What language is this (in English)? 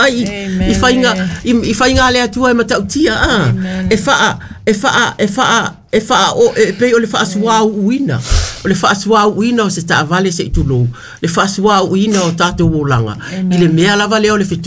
Samoan